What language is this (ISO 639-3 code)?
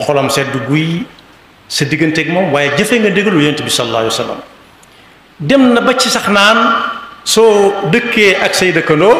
wol